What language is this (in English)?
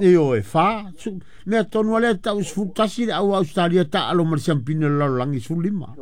Samoan